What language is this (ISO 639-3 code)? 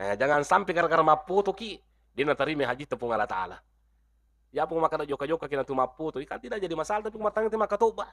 bug